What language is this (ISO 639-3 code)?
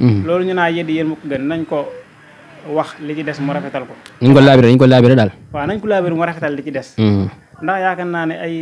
wol